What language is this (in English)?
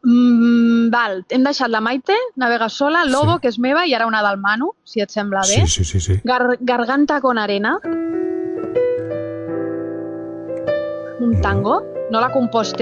Catalan